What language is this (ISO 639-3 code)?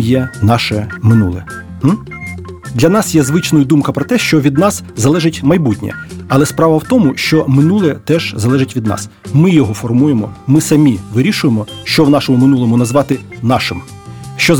ukr